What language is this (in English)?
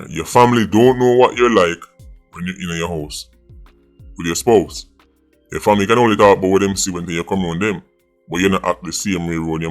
Jamaican Creole English